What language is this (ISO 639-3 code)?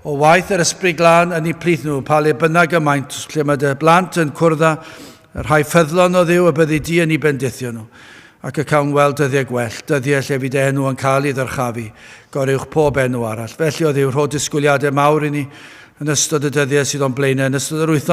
cym